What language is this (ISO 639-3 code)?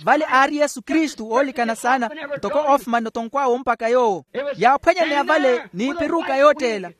vmw